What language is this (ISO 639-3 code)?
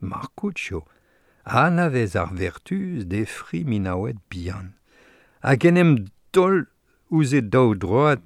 bre